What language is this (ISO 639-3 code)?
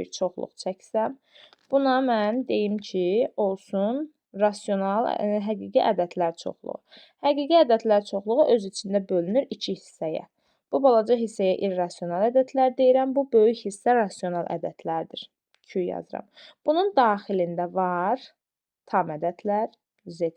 aze